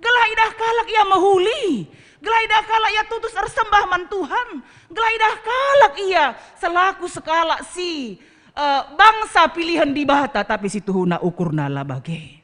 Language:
Batak Karo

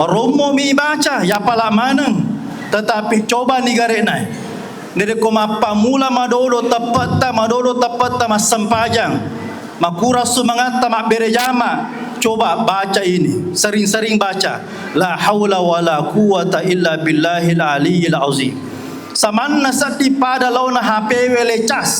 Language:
Buginese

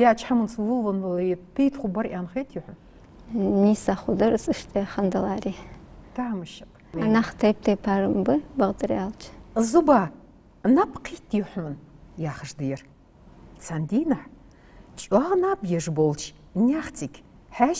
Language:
Ingush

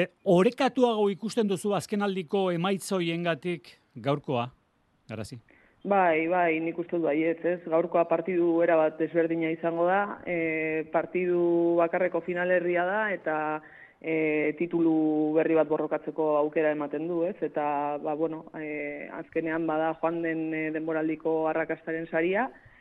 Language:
Basque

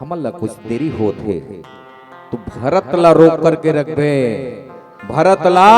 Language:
Chhattisgarhi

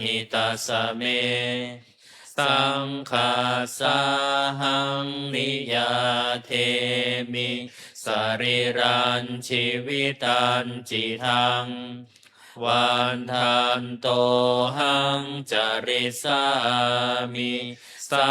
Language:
Pali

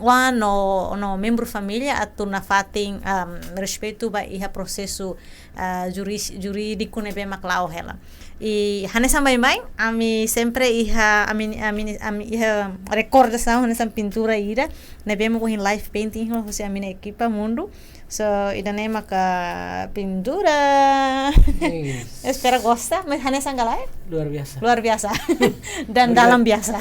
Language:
Tetum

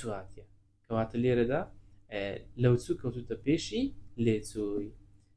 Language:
Central Kurdish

